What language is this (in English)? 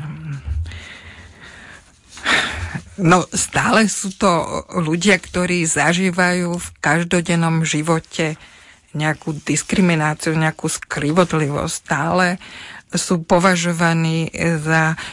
Slovak